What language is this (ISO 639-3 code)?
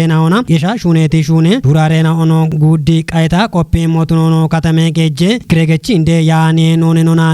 kbr